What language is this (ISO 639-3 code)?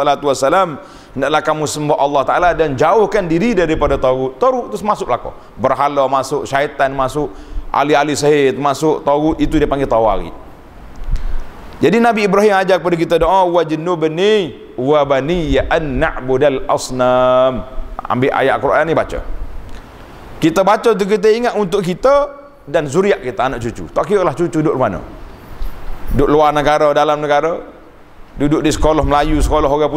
msa